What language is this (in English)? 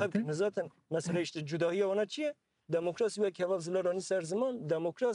Kurdish